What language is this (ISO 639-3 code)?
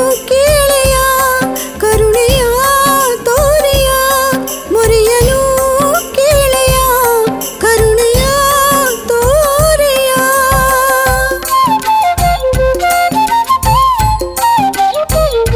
kan